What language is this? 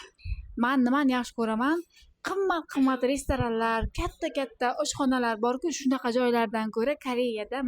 Uzbek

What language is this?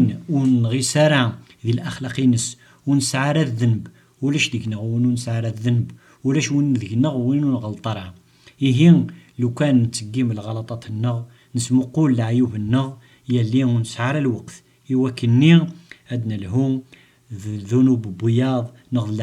Kabyle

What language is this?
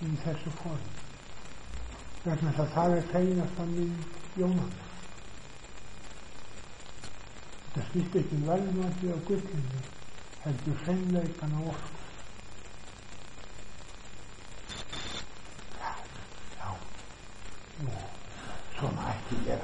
Icelandic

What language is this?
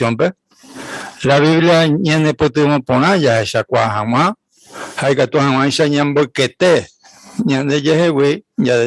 Guarani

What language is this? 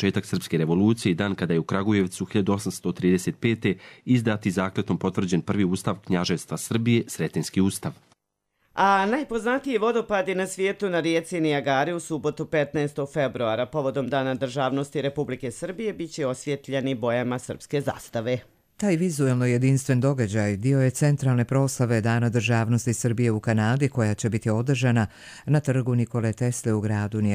Bosnian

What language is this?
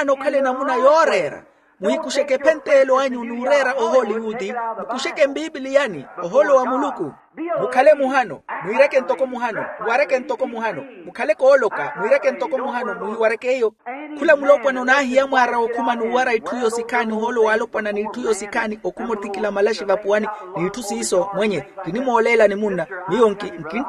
Makhuwa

